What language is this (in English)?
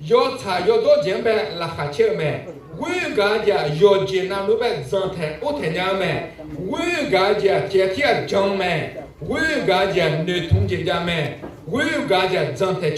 Akha